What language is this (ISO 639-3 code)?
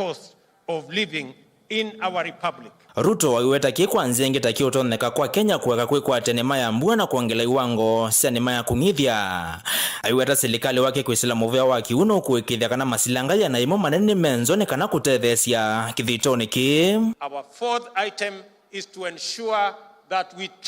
kam